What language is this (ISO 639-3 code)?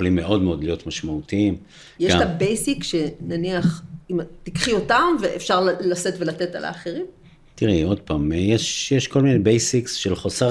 heb